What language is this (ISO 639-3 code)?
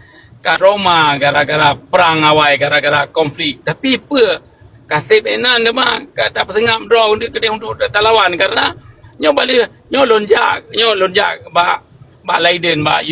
ace